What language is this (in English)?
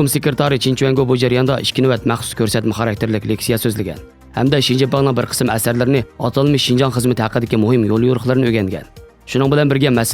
Uyghur